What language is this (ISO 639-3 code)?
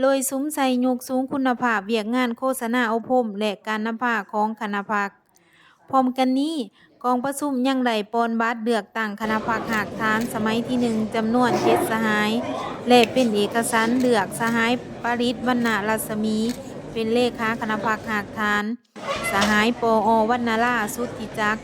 lao